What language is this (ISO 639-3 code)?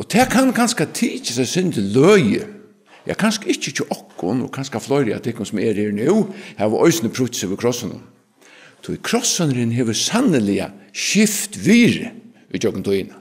fao